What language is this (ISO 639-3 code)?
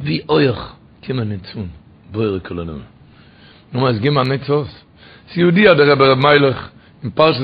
yid